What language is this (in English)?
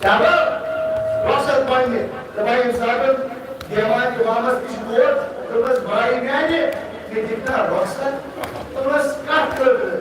Kashmiri